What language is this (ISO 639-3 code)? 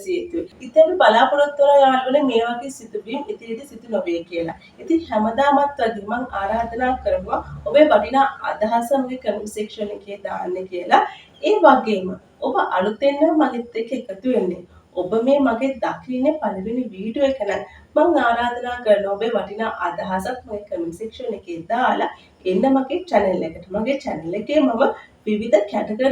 sin